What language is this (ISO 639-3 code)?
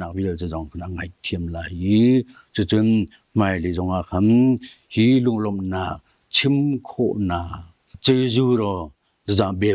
cnh